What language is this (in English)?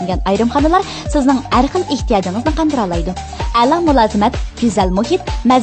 Uyghur